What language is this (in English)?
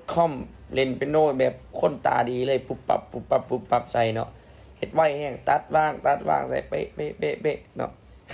Lao